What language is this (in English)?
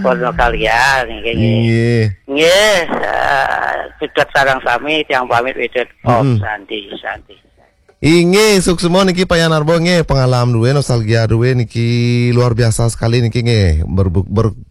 Balinese